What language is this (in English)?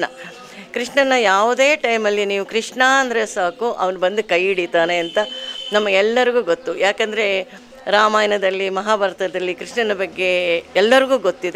Kannada